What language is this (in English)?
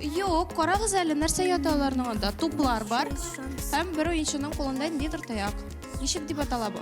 Tatar